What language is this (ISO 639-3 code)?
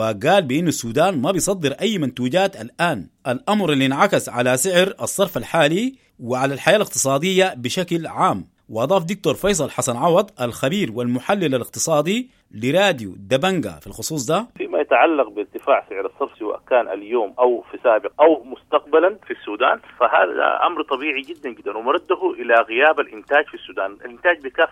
apd